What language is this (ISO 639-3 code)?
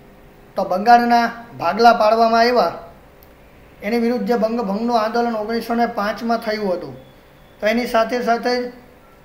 guj